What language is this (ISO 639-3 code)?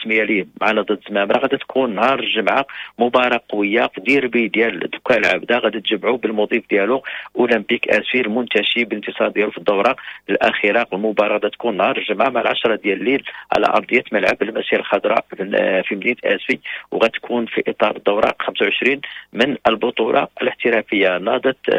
ary